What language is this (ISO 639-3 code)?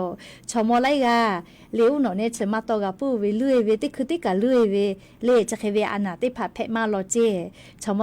lhu